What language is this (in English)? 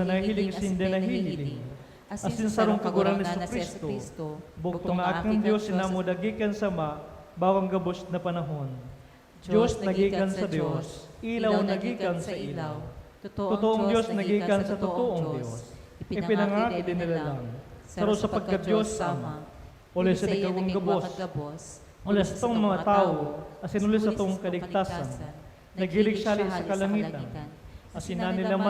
Bikol